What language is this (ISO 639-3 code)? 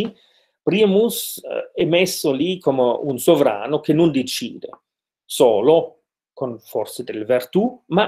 ita